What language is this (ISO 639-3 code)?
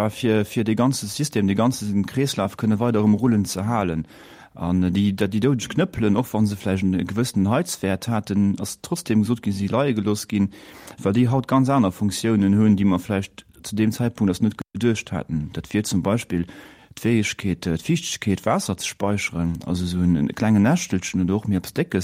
ltz